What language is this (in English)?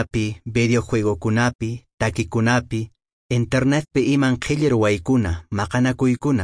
Quechua